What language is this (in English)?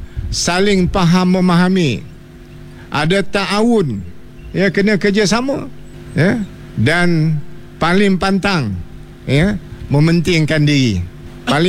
Malay